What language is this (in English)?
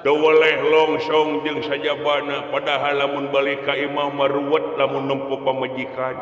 Sundanese